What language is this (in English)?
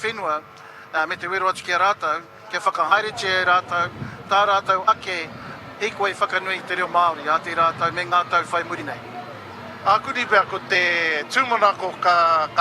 Māori